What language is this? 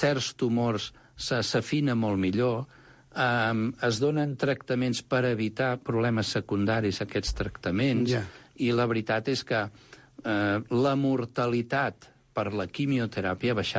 Catalan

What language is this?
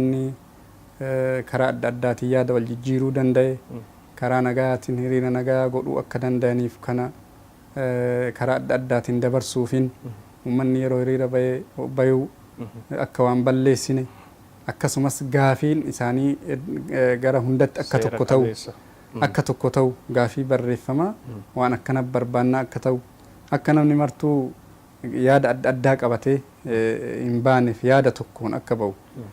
Oromo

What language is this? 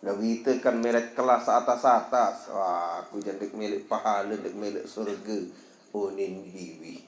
Sasak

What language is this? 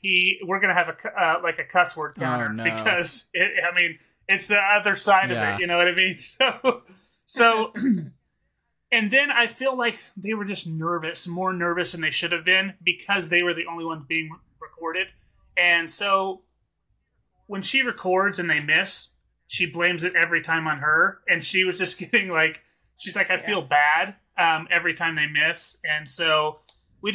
English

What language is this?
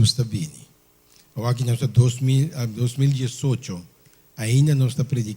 Papiamento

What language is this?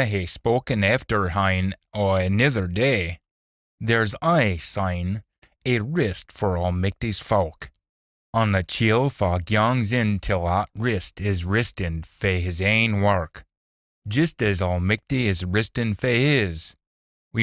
Scots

